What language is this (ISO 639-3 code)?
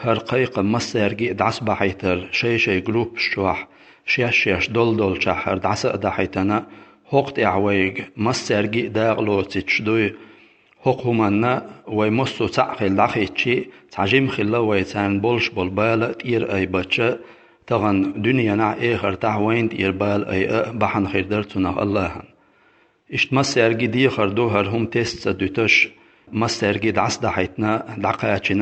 che